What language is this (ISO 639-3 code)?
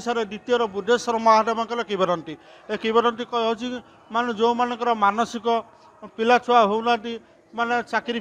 ori